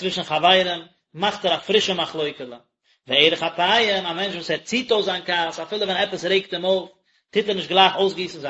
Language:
Yiddish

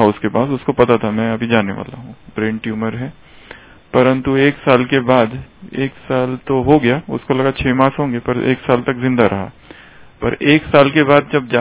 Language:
Hindi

